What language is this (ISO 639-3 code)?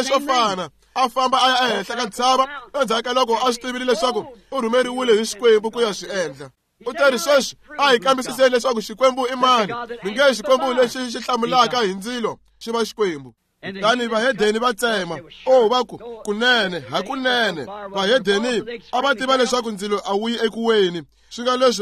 tso